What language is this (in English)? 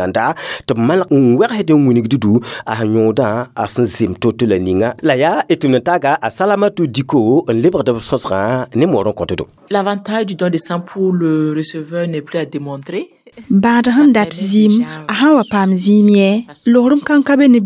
Mossi